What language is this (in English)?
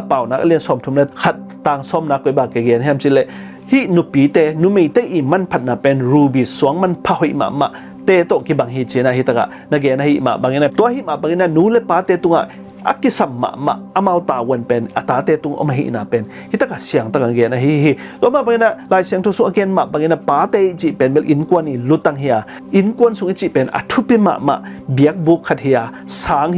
Tedim Chin